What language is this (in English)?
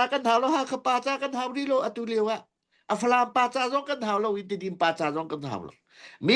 Hakha Chin